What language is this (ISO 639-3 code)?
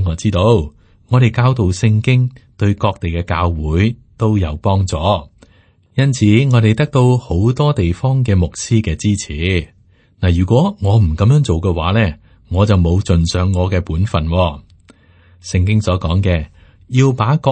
yue